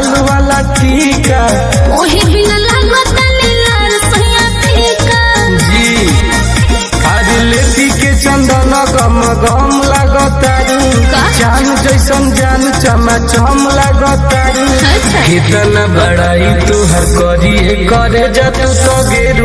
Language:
Bhojpuri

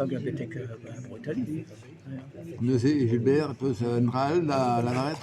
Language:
Breton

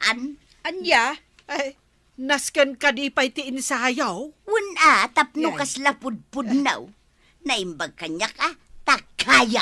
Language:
Iloko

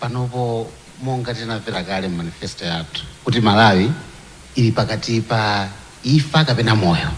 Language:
Nyanja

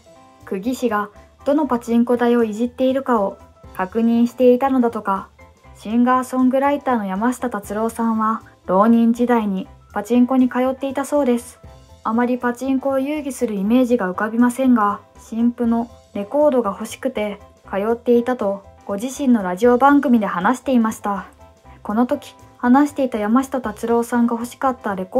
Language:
Japanese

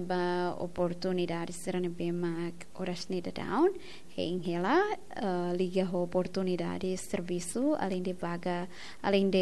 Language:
Tetum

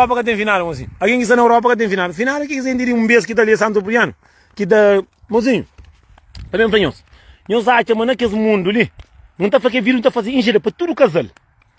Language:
Kabuverdianu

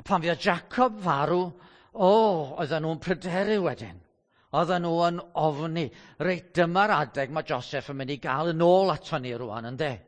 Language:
Welsh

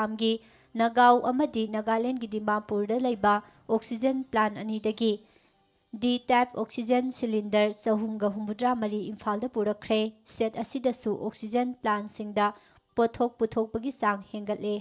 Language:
Manipuri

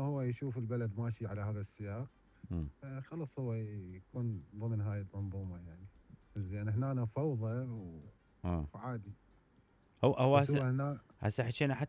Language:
Mesopotamian Arabic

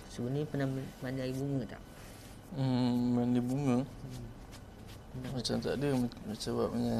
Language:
Malay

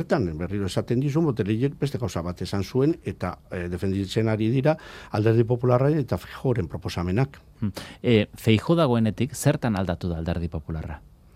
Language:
Basque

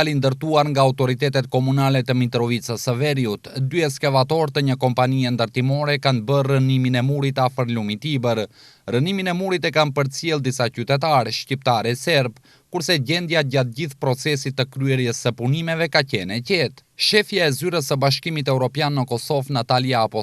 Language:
Albanian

